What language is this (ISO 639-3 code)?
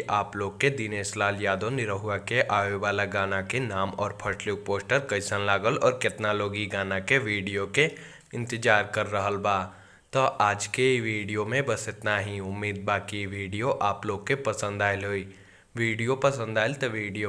bho